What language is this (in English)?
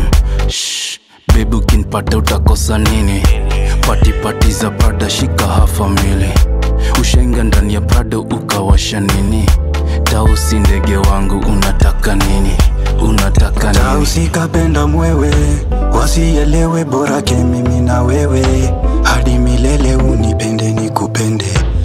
Swahili